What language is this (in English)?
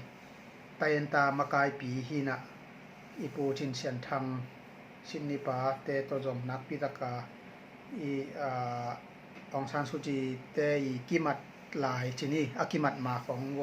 Tedim Chin